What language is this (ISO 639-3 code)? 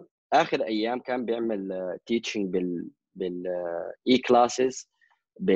apd